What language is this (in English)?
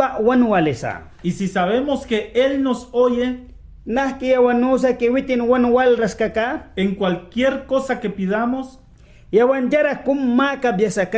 Mískito